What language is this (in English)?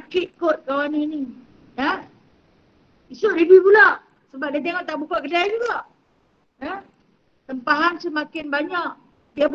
Malay